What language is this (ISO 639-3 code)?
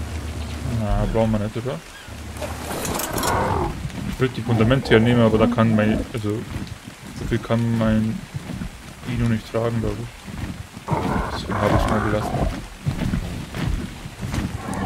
deu